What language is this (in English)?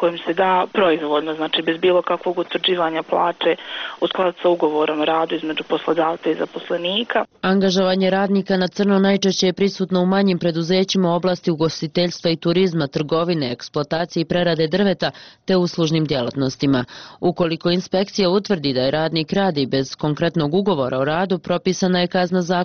Serbian